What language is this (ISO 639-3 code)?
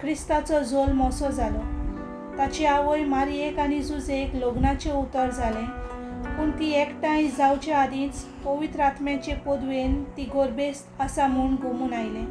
kok